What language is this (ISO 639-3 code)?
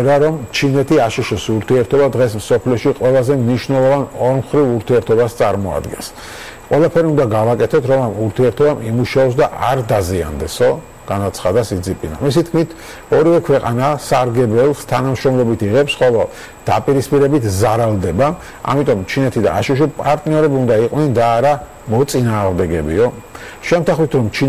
kat